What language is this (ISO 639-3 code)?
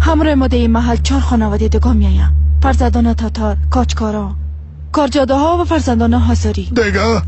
fas